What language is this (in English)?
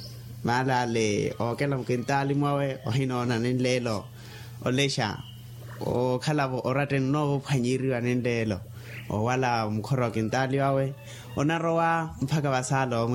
Makhuwa